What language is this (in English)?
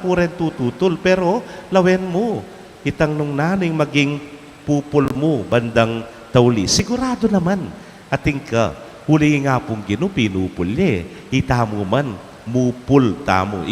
Pampanga